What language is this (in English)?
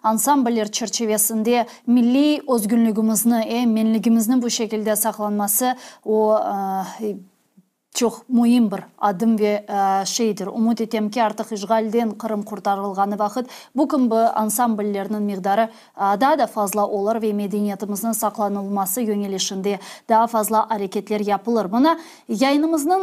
Crimean Tatar